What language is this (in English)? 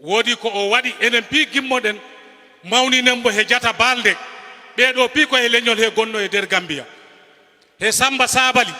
Fula